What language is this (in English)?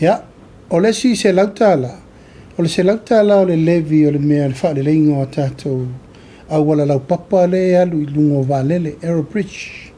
Samoan